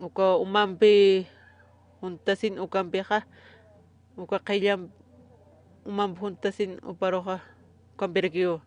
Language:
Aymara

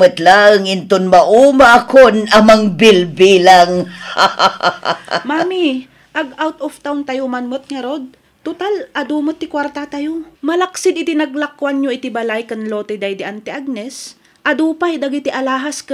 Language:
Iloko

